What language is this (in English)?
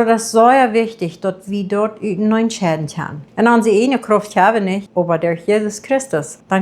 Plautdietsch